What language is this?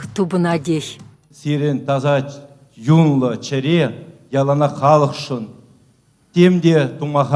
Chuvash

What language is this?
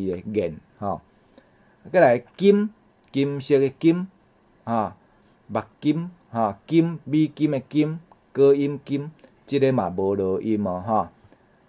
Min Nan Chinese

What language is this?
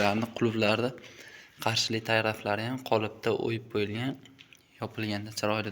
Uzbek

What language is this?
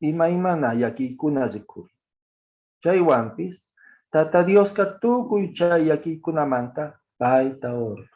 Quechua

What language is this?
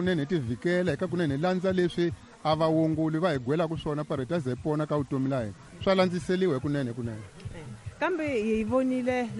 Tsonga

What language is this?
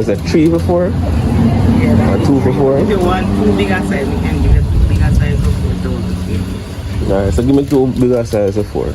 Jamaican Creole English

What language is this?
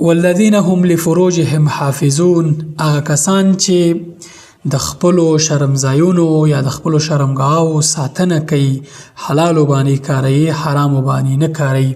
Pashto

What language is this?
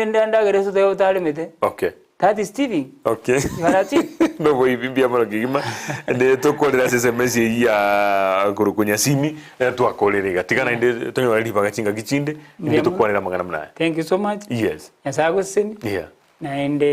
Gusii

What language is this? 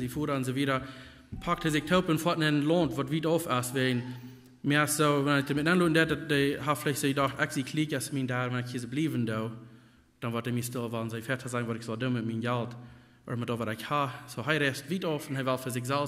Plautdietsch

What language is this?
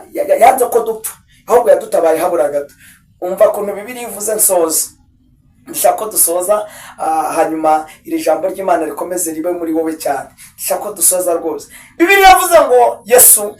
Kinyarwanda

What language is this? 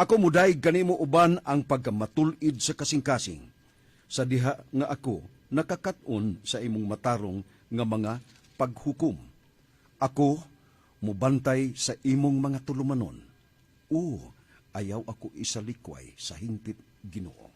Cebuano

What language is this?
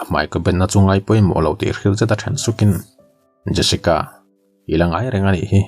Mizo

